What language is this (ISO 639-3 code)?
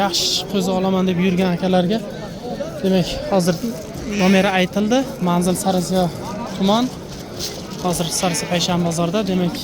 uzb